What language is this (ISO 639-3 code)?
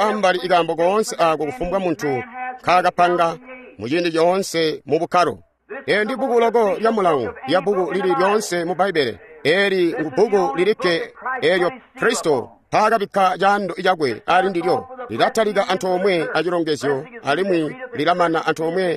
toi